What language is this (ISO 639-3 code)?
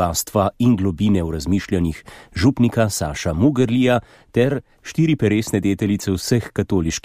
slv